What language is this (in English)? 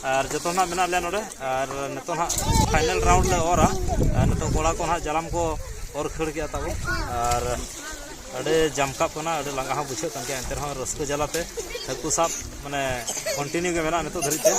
Santali